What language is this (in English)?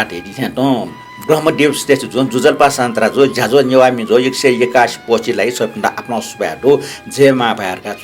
Newari